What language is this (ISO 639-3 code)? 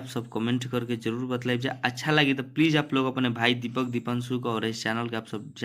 bho